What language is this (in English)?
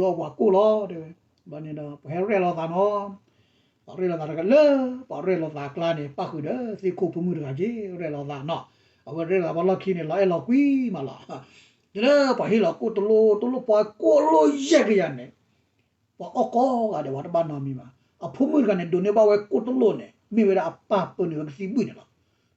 S'gaw Karen